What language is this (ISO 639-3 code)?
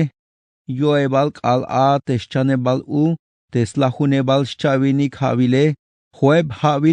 tzh